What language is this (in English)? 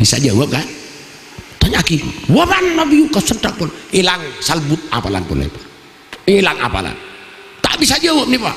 Madurese